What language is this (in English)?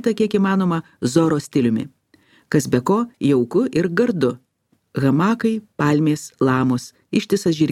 Lithuanian